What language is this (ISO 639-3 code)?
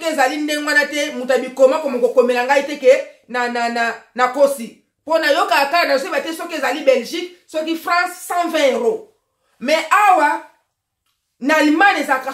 lin